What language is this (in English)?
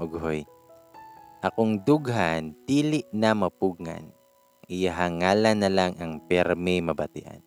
Cebuano